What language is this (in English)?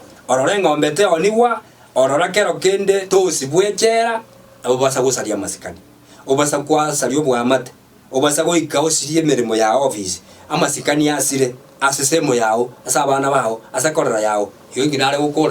Gusii